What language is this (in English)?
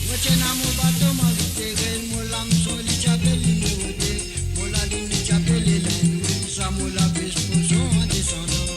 Morisyen